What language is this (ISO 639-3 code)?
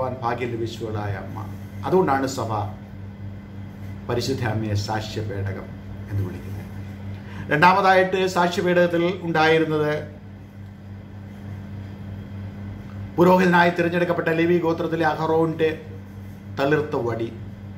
mal